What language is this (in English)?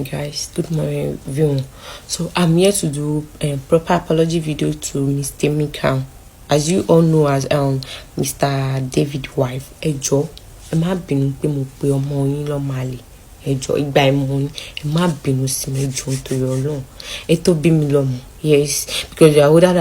Yoruba